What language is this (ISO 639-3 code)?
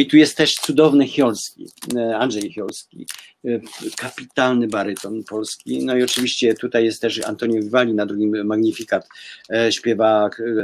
pol